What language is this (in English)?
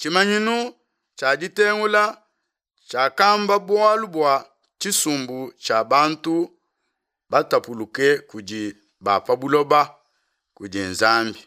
Luba-Lulua